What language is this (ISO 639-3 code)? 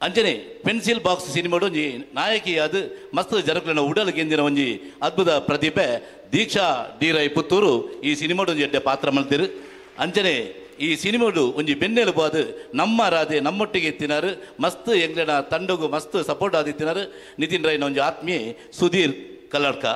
tcy